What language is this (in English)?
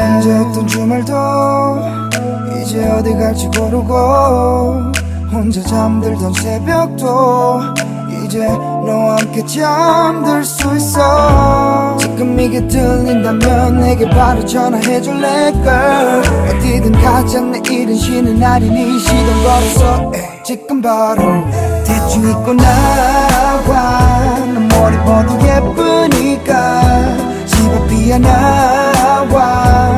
Korean